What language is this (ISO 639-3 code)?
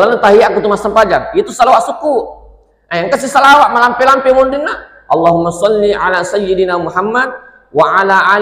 bug